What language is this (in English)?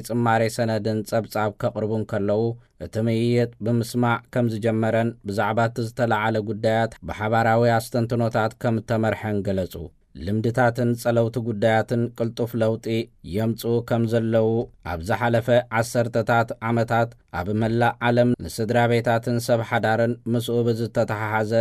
Tigrinya